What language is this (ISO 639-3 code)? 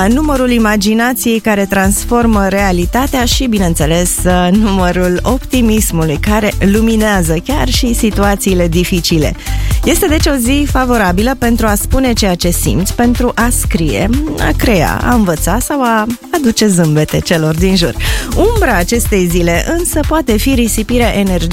ron